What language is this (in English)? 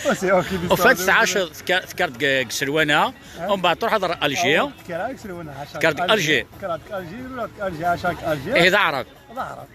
Kabyle